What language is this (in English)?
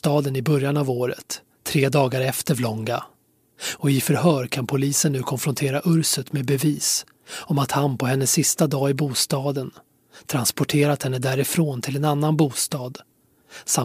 Swedish